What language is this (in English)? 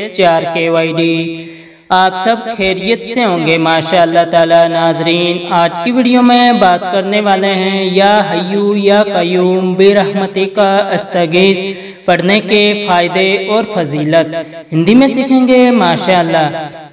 Urdu